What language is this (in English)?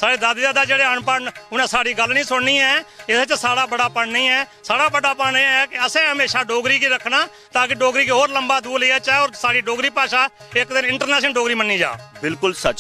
Dogri